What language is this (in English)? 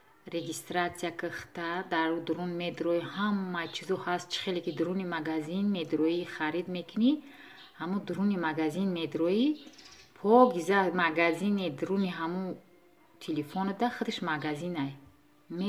Tajik